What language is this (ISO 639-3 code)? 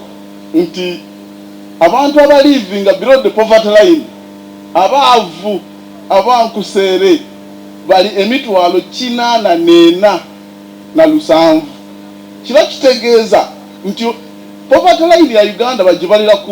xog